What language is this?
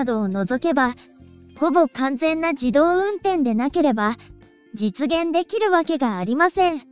Japanese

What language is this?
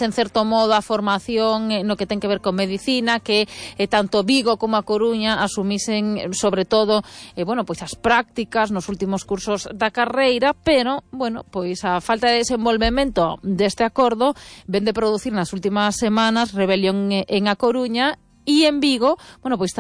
Galician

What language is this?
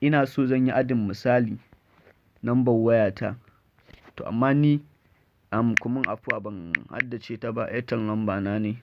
Hausa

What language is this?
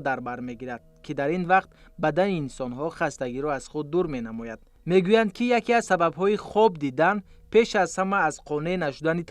Tajik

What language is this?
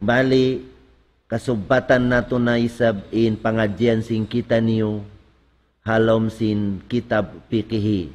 Tausug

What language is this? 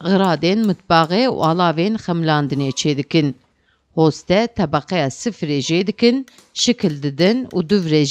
Kurdish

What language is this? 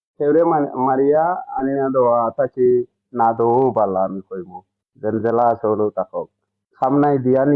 Sylheti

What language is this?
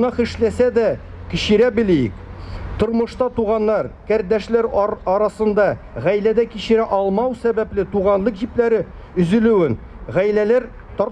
Tatar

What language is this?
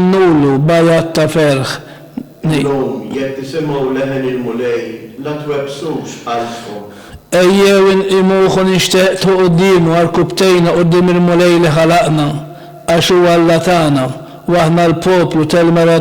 Maltese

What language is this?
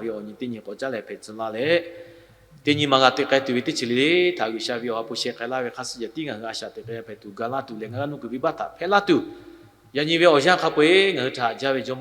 Lahu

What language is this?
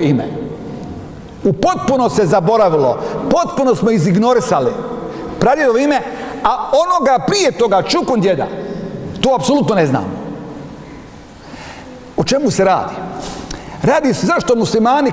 Bosnian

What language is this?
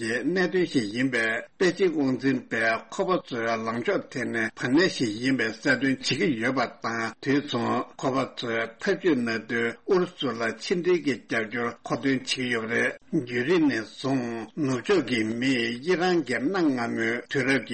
Tibetan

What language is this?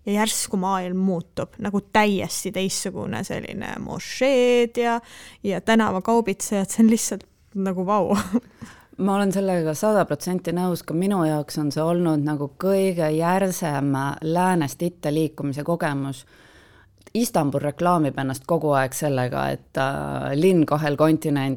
Estonian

